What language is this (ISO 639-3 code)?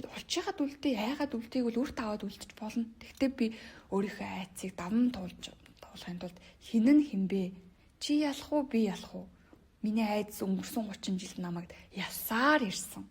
mon